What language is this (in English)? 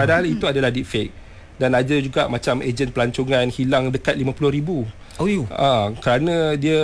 Malay